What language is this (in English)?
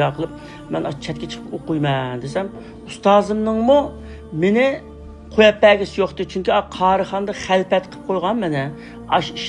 Uyghur